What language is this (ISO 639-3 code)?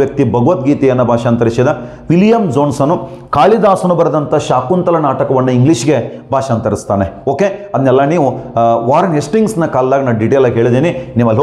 kan